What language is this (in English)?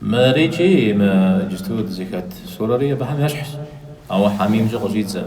Kabardian